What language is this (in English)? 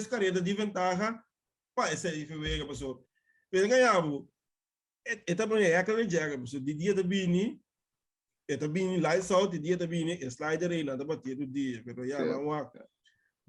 Papiamento